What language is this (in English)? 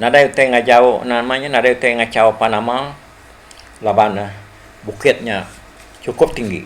Iban